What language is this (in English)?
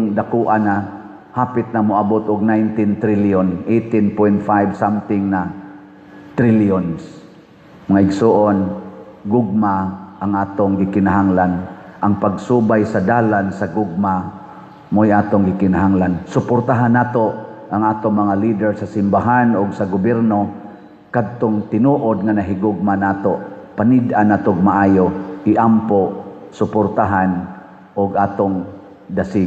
Cebuano